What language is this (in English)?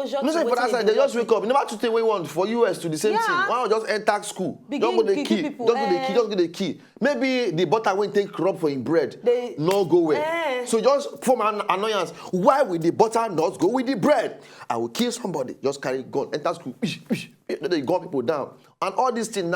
Nigerian Pidgin